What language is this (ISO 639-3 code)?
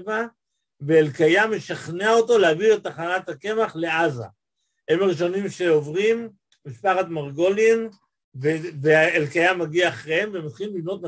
heb